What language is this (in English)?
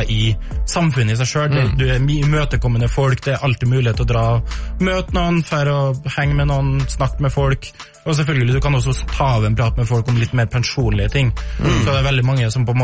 Norwegian